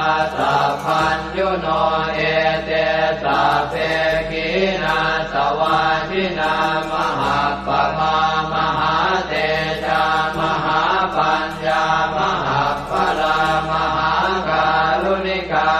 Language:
Pali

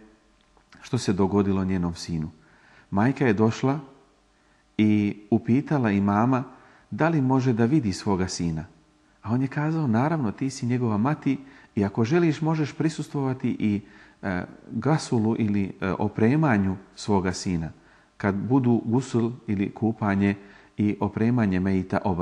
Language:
Bosnian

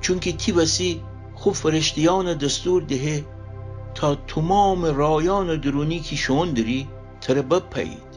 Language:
Gilaki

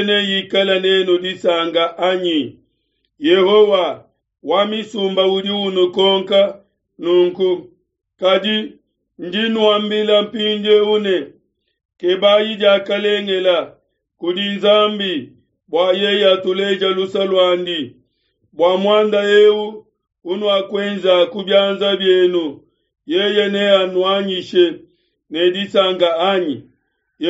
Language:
Luba-Lulua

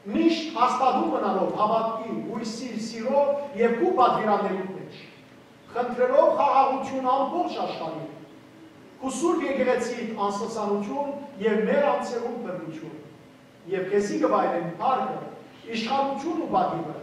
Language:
Western Armenian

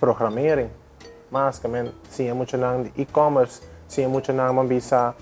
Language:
Papiamento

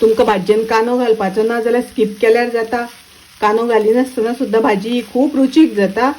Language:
Konkani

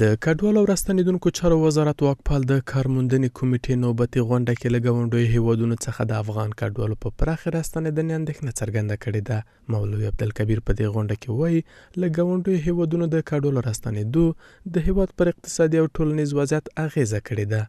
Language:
Pashto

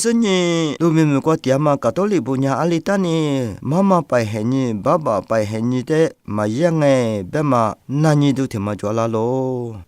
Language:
Lisu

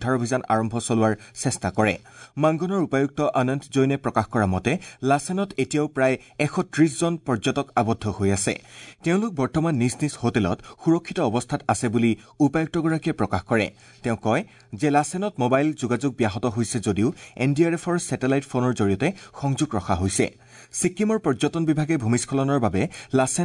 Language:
Assamese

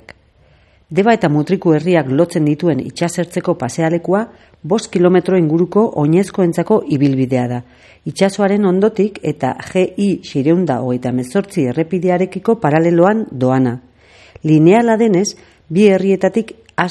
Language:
Basque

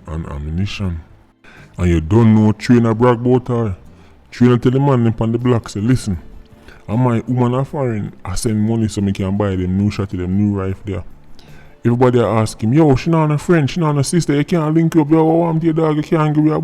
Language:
Jamaican Creole English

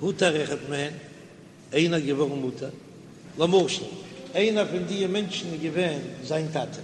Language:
Yiddish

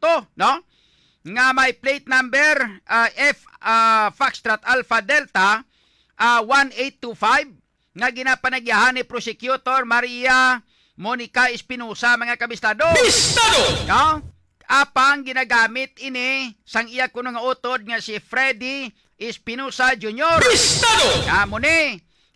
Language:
Hiligaynon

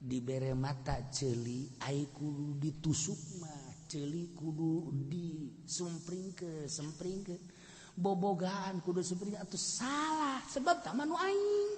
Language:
Sundanese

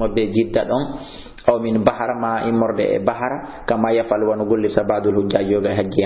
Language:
Fula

